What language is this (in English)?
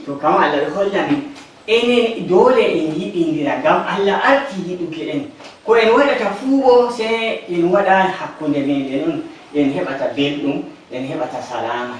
Nigerian Fulfulde